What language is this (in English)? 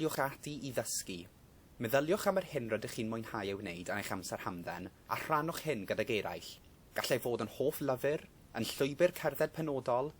Welsh